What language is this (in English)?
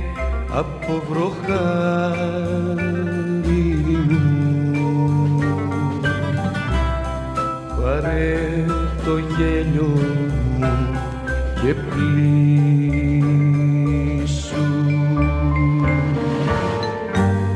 Greek